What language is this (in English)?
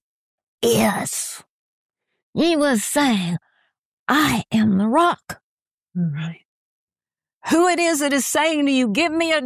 English